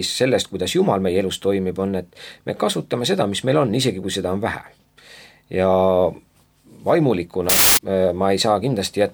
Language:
Estonian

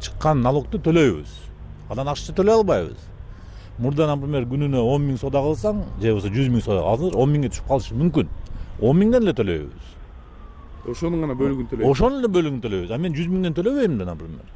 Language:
Kyrgyz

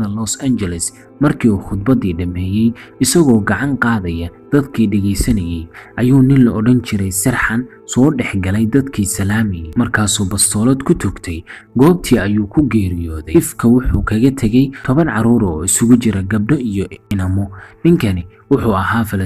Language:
Somali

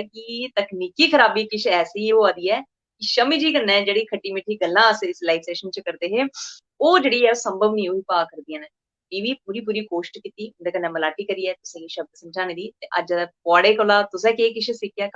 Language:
Dogri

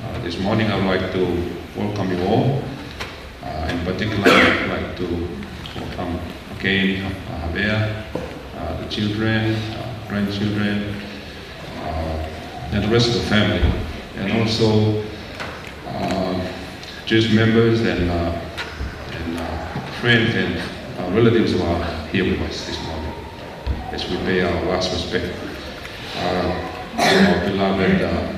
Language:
Tongan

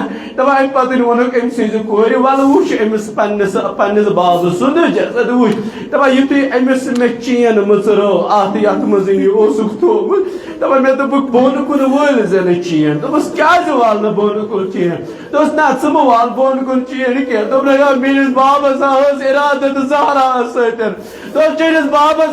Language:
Kashmiri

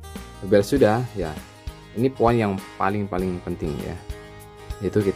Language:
Indonesian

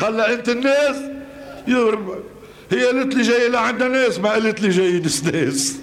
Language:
North Levantine Arabic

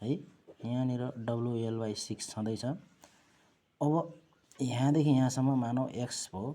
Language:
Nepali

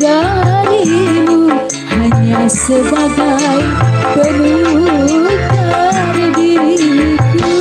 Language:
Betawi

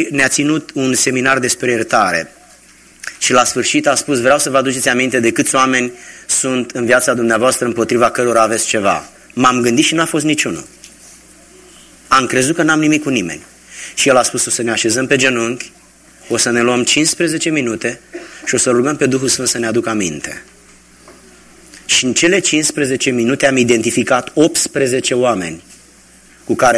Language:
Romanian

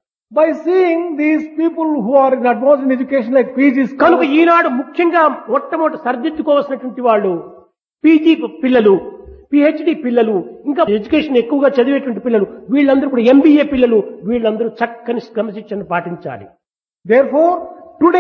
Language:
Telugu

